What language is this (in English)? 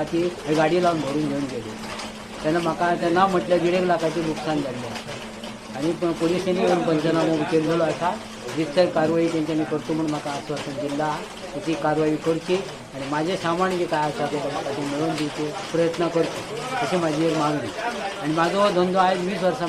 Konkani